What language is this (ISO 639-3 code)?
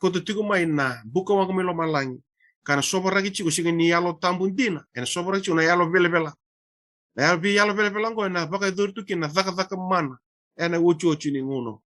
fij